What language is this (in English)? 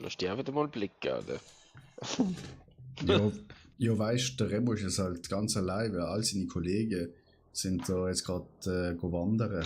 Swiss German